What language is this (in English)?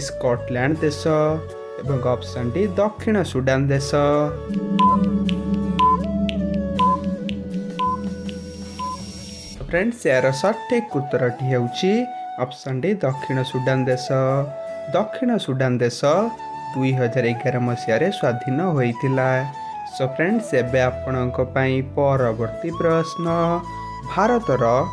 Odia